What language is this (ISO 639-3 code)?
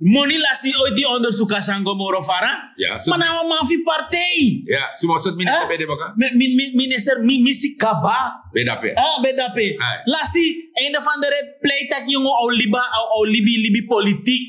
srn